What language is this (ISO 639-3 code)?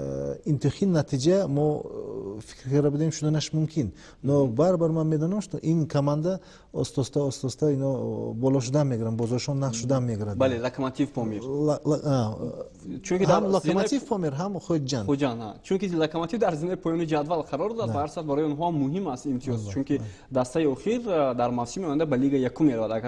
tgk